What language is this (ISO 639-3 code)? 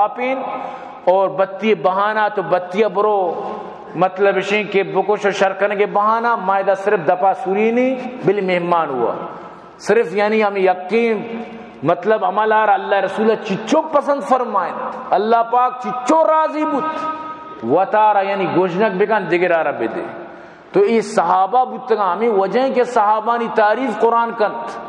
bal